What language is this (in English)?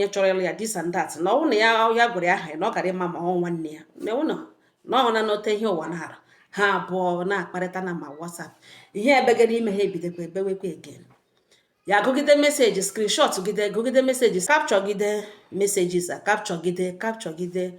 Igbo